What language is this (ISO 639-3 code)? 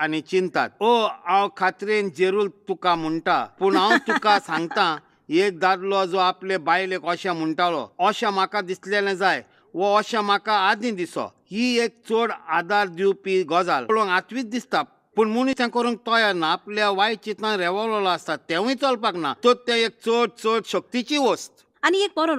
kok